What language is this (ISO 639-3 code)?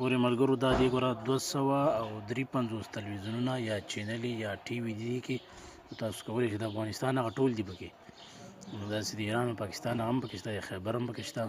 pus